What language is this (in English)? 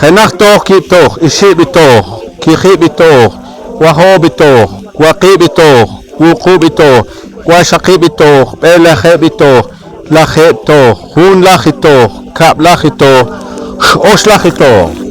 Poqomchi'